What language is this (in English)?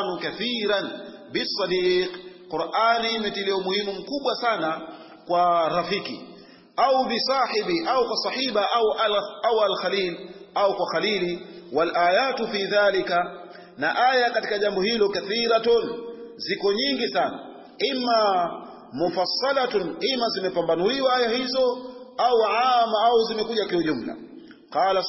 Swahili